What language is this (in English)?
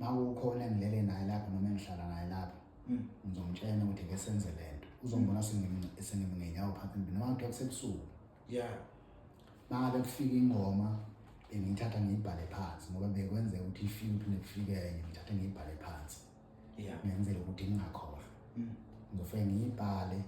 Zulu